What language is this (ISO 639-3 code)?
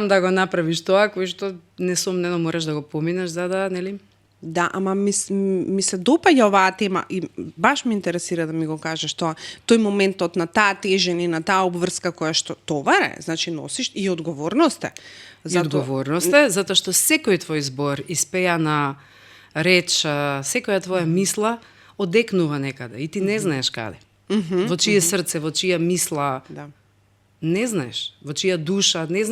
mkd